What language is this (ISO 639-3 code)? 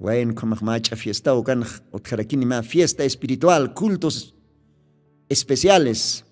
aym